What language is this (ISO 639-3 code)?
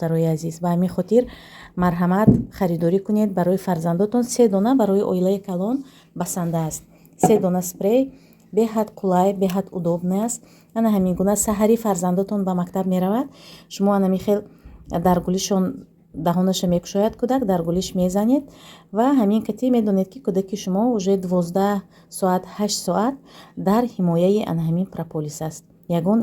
tgk